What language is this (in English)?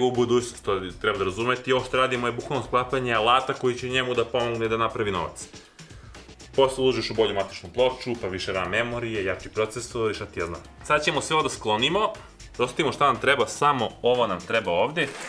Serbian